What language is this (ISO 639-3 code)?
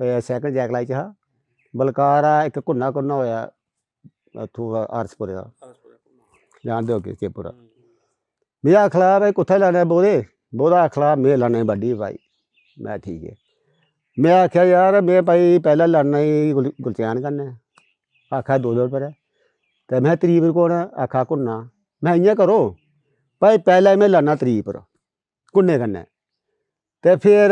doi